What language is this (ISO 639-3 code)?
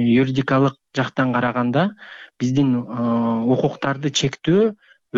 kir